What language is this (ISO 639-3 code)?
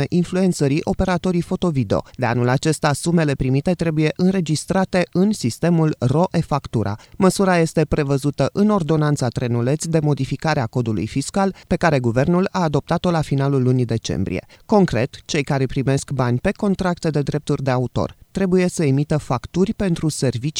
ron